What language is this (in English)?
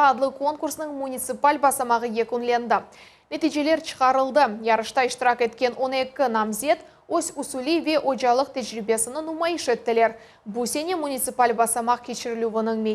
Crimean Tatar